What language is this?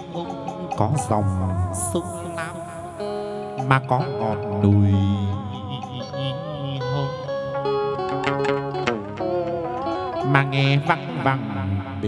Vietnamese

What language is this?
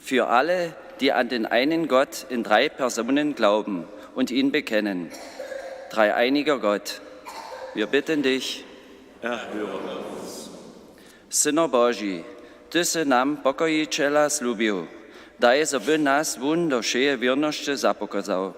Upper Sorbian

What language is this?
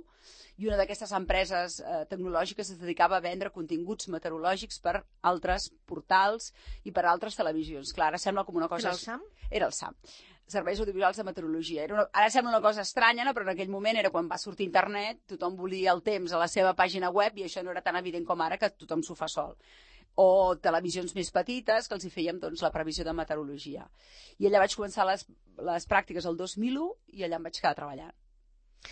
Catalan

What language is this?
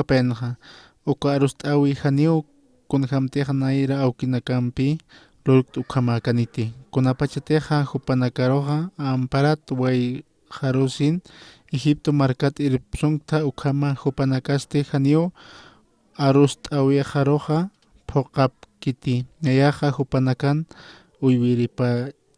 Aymara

